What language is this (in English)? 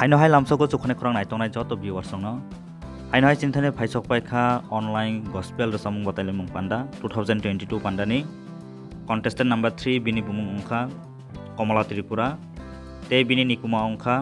Kok Borok